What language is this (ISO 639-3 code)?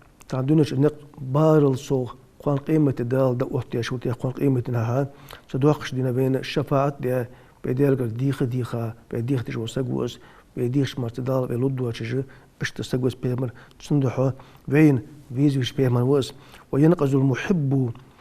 inh